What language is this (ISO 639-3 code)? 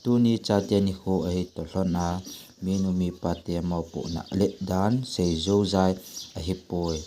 tcz